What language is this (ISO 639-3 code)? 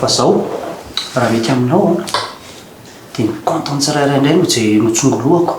mlg